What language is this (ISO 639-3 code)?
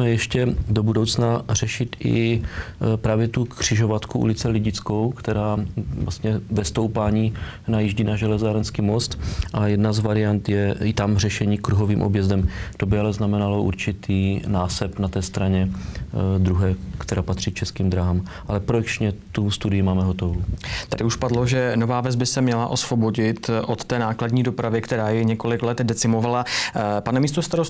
ces